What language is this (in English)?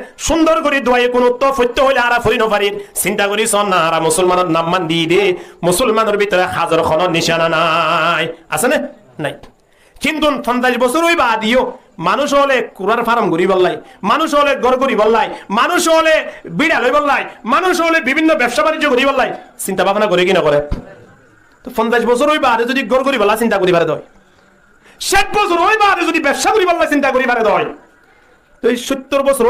Rohingya